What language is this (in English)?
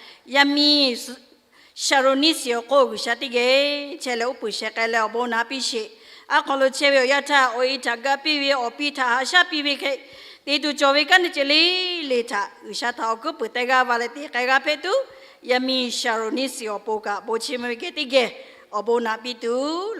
Lahu